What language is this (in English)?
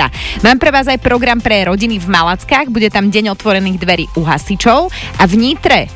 Slovak